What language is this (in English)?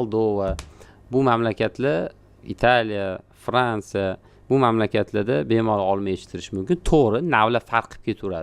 Uzbek